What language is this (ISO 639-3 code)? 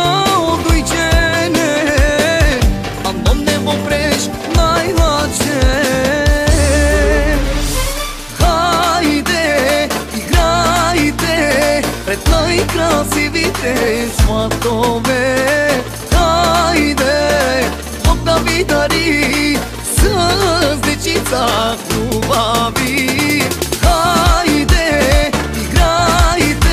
bul